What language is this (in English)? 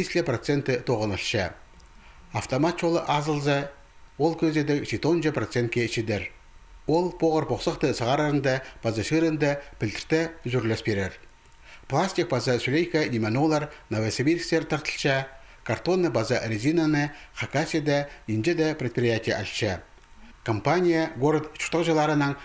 Khakas